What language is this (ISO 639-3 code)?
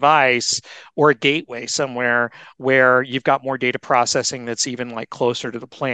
eng